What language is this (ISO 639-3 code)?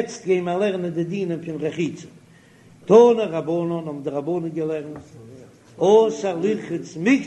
yid